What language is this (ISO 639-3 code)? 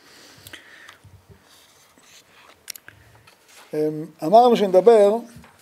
heb